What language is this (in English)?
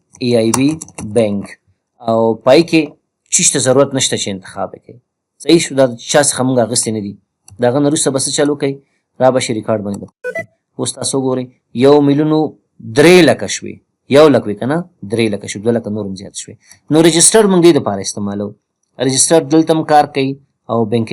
Pashto